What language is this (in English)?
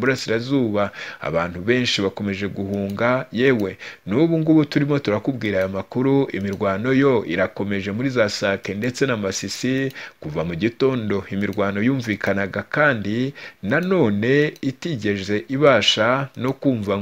Kinyarwanda